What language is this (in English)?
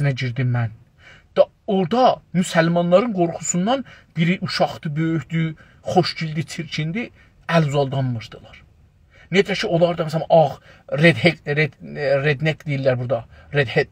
South Azerbaijani